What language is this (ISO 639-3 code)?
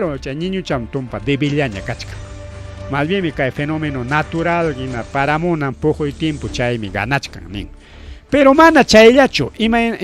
quy